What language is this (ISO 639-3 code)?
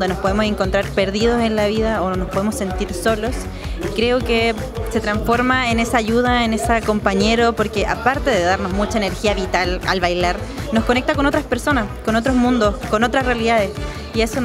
spa